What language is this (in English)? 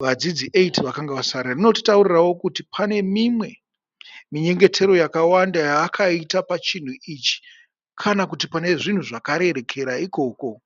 Shona